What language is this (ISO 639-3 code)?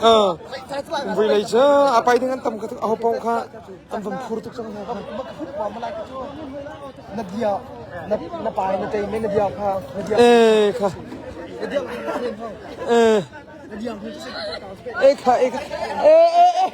cnh